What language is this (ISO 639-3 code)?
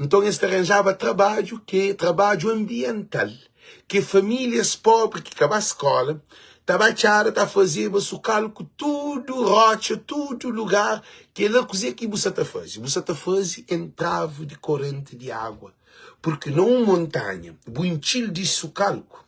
kea